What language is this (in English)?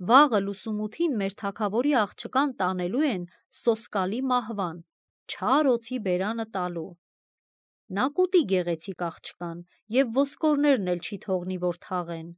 Armenian